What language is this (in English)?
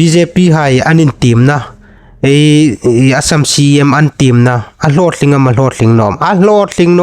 Hmar